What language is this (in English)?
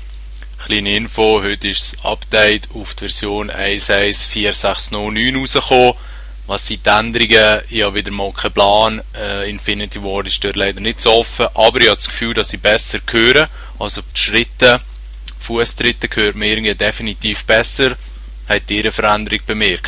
Swiss German